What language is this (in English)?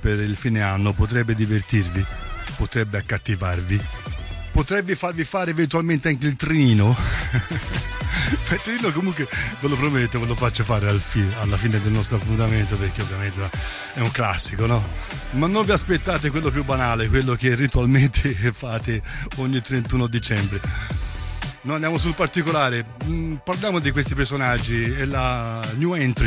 Italian